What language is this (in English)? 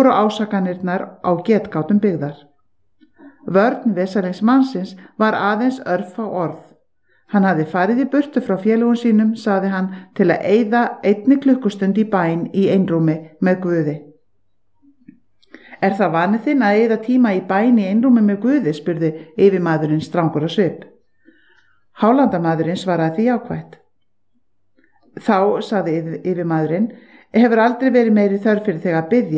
Icelandic